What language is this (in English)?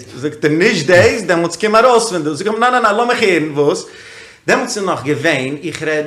Yiddish